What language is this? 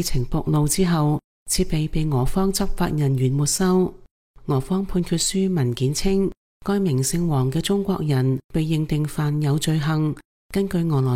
Cantonese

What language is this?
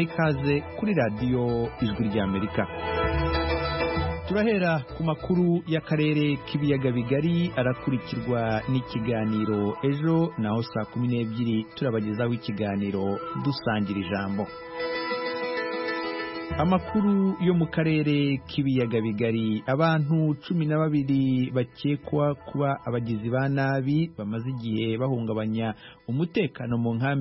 Kinyarwanda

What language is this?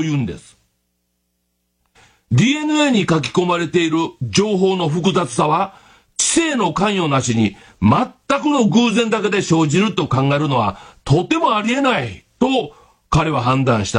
Japanese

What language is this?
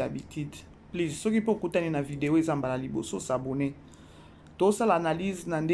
Lingala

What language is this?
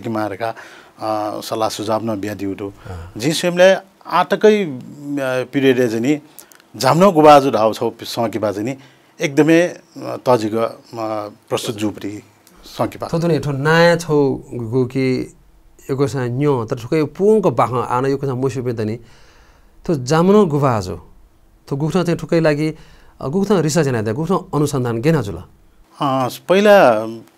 Newari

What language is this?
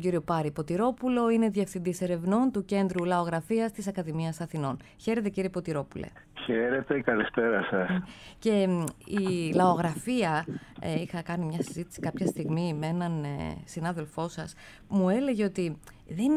Greek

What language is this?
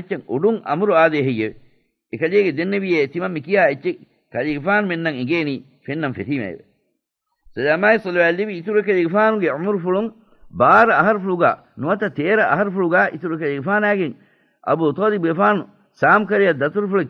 Divehi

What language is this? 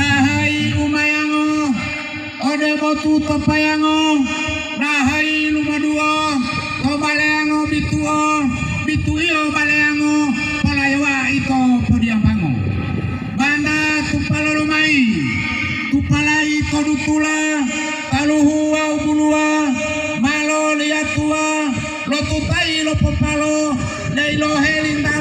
Gorontalo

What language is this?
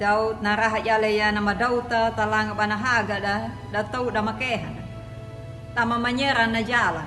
Anakalangu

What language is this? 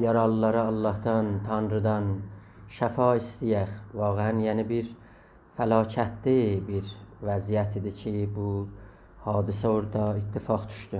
South Azerbaijani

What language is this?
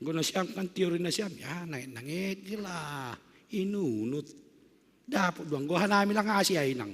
Batak Simalungun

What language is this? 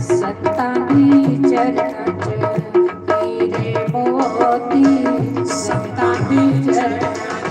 Dogri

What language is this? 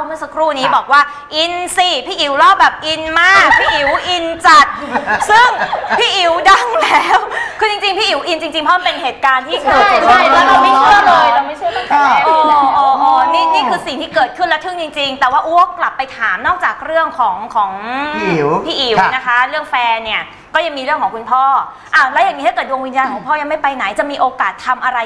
Thai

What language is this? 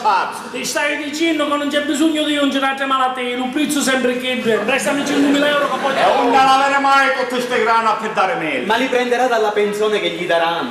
Sicilian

